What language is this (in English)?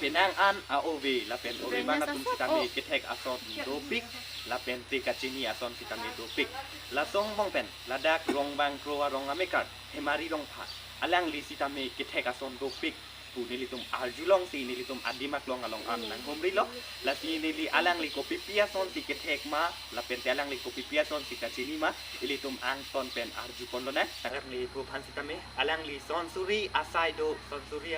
Karbi